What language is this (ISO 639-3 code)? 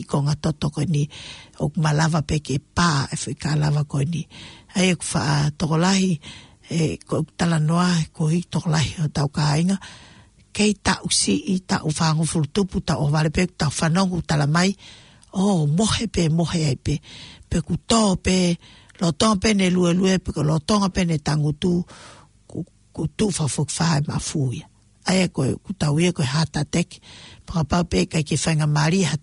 ton